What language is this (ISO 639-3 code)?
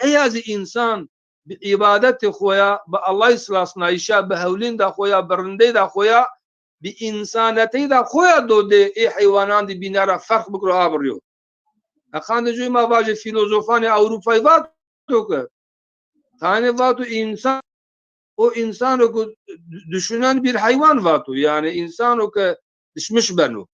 zza